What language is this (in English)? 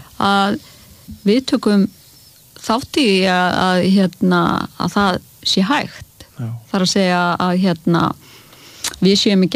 Icelandic